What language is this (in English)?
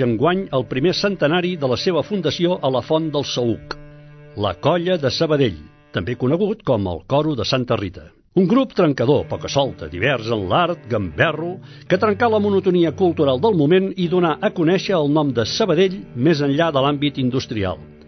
Catalan